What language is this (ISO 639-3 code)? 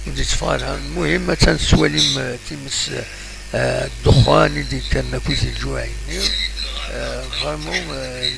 kab